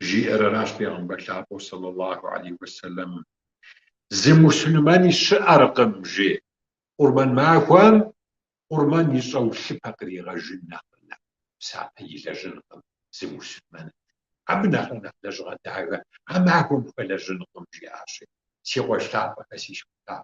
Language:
Kabardian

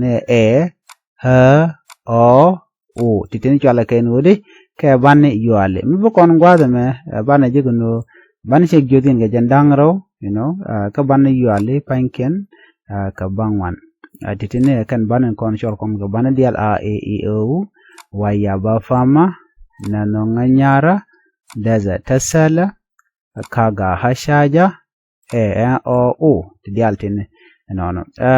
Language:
Nuer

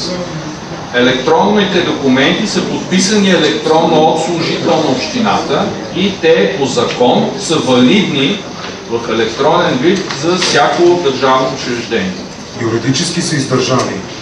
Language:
Bulgarian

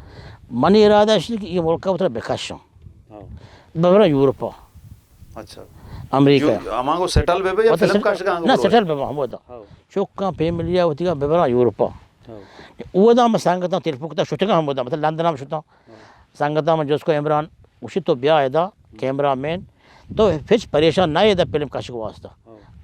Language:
Baluchi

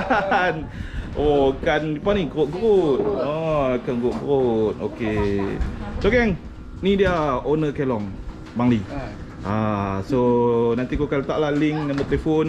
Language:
Malay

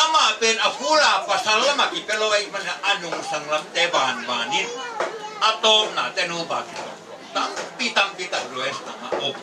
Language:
Tedim Chin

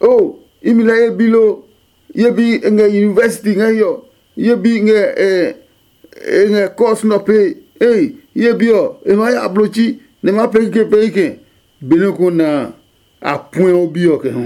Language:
Adangme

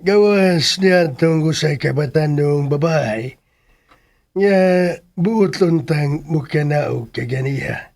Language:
Cebuano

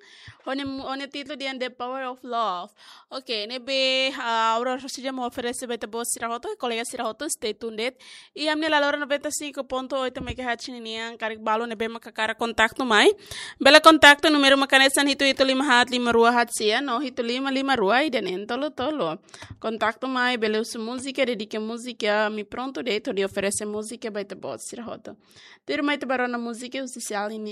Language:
Tetum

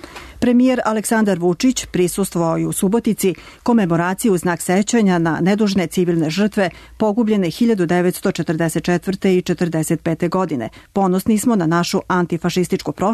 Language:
Serbian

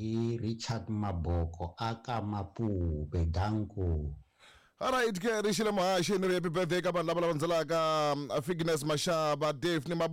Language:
Tsonga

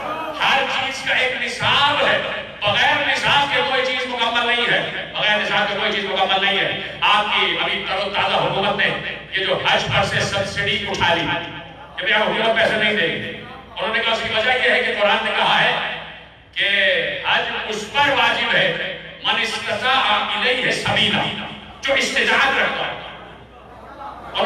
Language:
Urdu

